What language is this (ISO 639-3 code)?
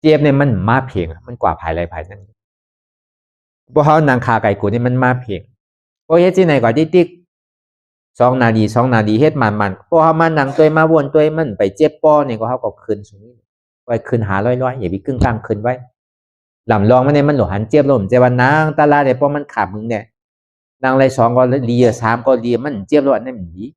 shn